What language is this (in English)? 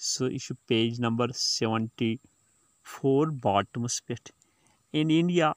Kashmiri